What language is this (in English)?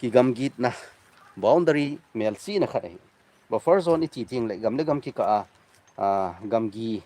Thado Chin